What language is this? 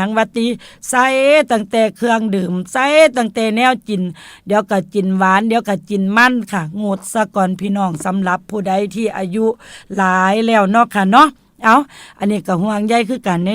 Northeastern Thai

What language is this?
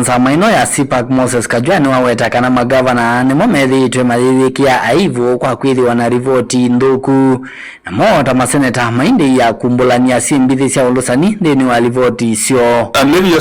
Kamba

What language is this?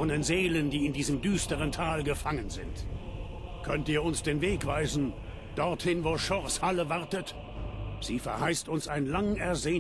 Bavarian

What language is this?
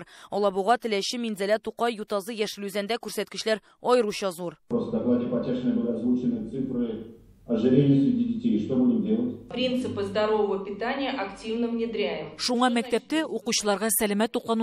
Tatar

